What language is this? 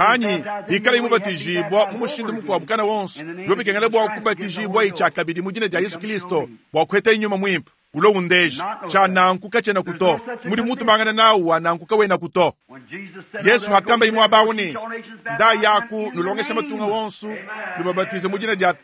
Luba-Lulua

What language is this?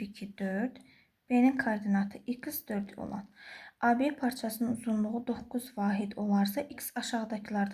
Azerbaijani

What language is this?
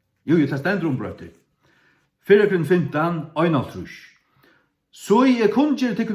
Faroese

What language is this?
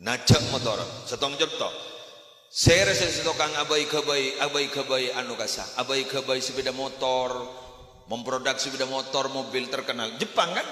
Madurese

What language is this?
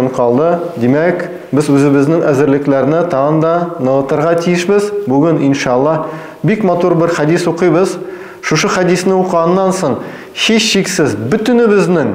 Tatar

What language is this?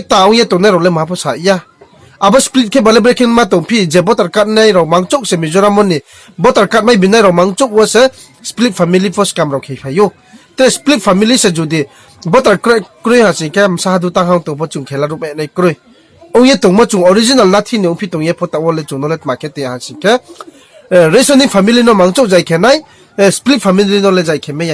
Riang (India)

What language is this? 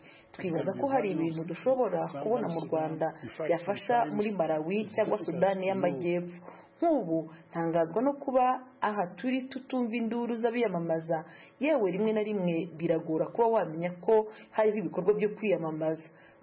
Kinyarwanda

